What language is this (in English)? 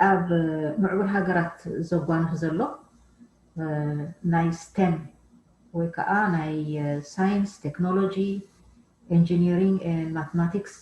Tigrinya